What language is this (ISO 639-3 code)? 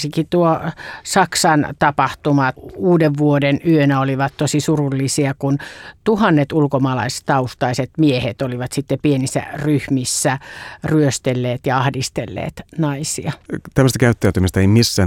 fin